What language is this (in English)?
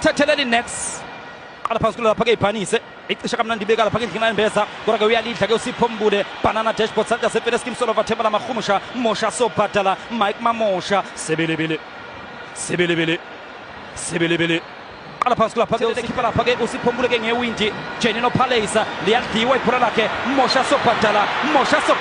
Zulu